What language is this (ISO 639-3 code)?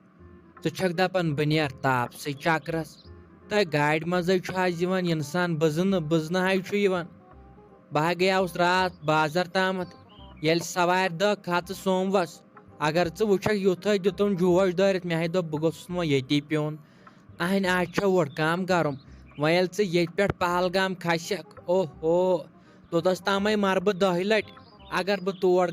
kas